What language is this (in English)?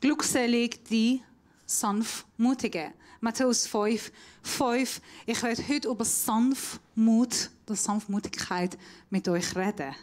Swiss German